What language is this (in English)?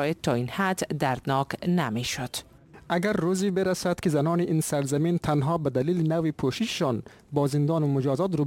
Persian